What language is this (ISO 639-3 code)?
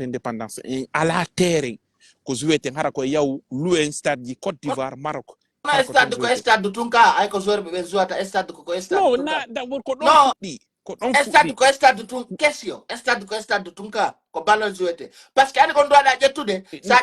fuf